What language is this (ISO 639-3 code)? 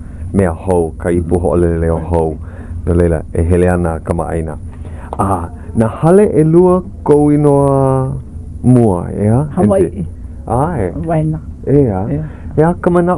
haw